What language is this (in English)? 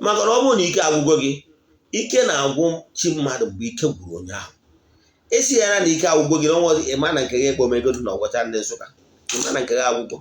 Igbo